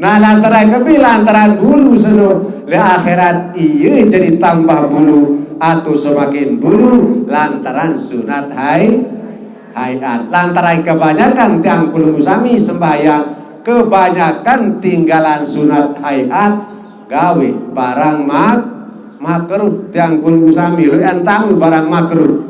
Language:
Sasak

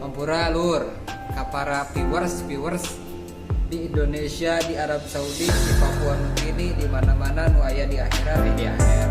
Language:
Sundanese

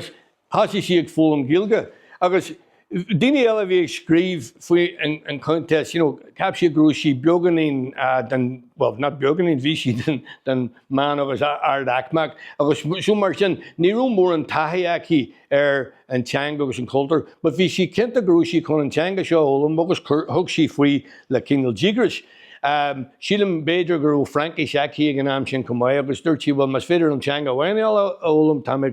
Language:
Irish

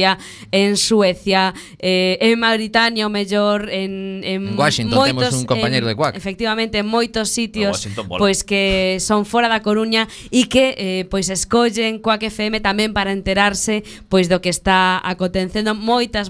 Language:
Galician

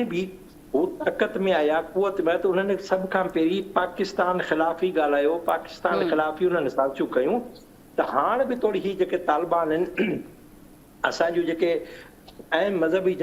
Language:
Sindhi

